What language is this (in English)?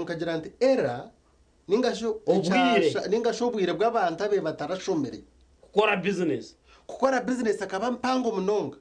Nyankole